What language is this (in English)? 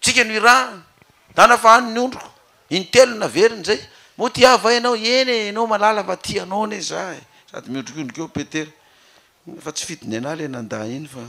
Malagasy